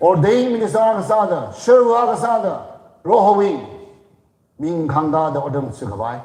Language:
Tangkhul Naga (India)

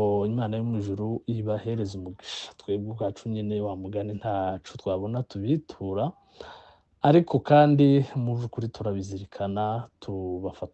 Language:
Kinyarwanda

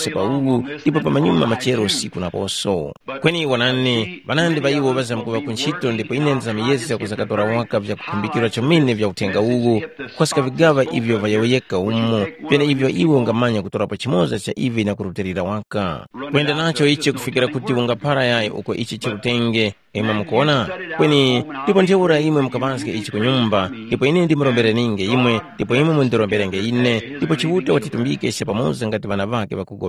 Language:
Tumbuka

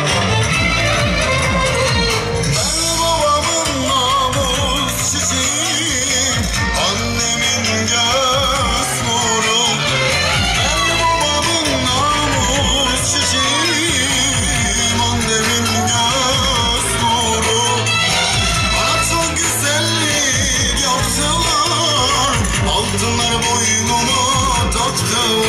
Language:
Turkish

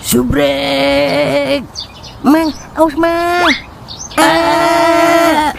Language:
Betawi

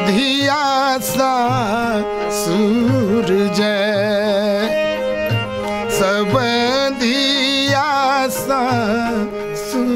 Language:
Maithili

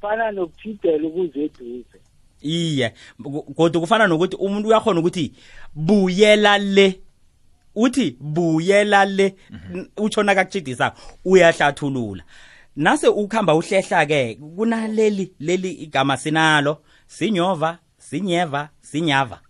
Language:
South Ndebele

